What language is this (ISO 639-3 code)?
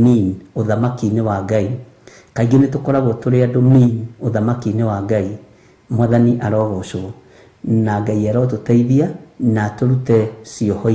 kik